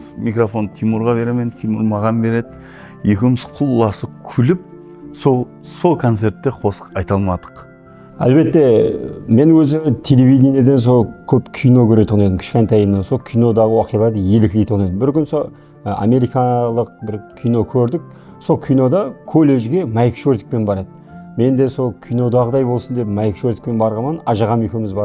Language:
Kara-Kalpak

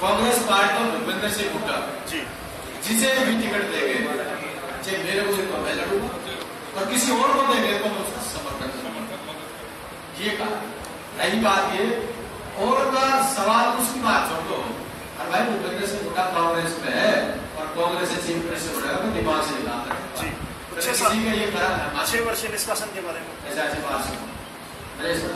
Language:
Hindi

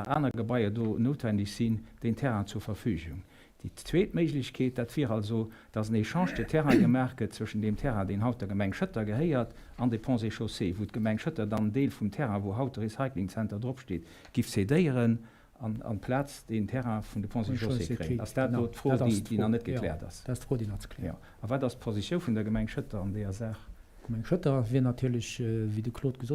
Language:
Luxembourgish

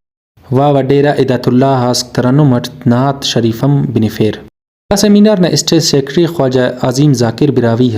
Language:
Brahui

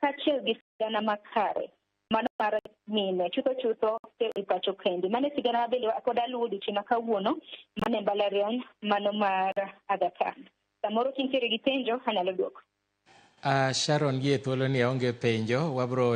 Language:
Luo (Kenya and Tanzania)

